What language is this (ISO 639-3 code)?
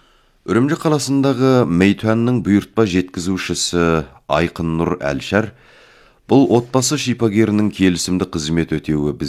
kaz